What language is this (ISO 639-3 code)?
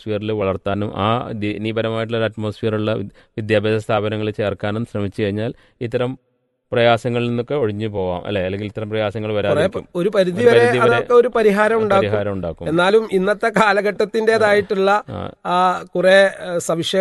mal